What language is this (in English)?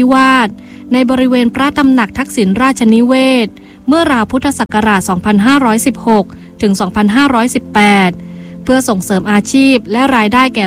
Thai